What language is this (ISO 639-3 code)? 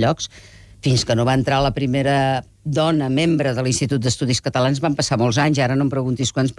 cat